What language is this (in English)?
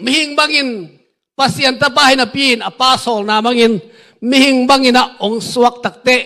Tedim Chin